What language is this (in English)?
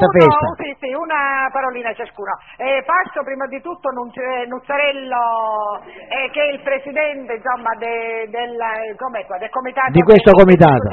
Italian